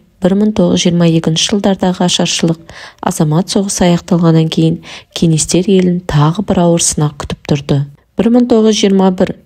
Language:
Kazakh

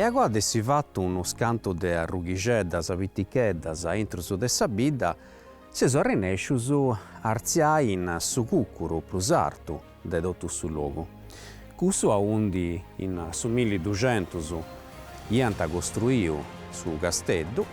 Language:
Sardinian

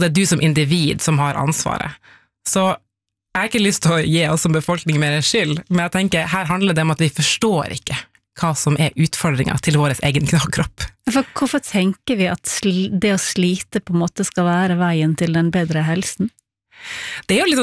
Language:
Norwegian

